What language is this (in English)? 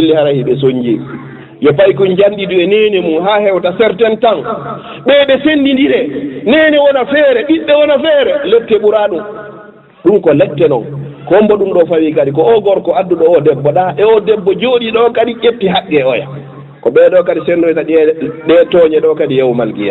Fula